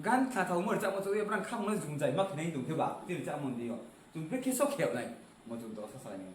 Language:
Riang (India)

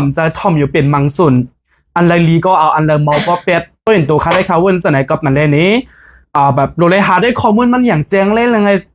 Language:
Shan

